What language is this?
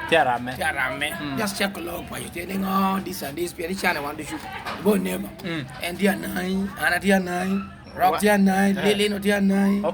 Lango (Uganda)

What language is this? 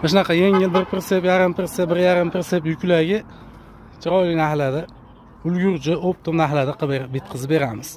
Uzbek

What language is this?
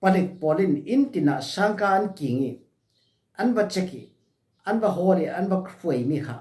Falam Chin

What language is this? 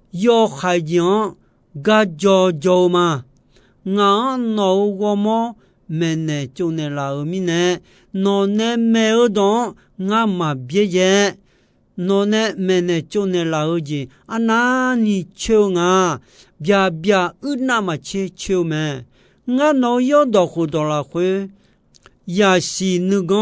Akha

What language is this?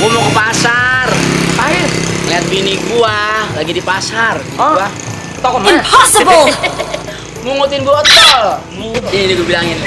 Betawi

